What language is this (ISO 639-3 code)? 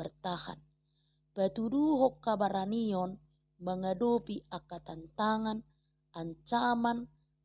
bbc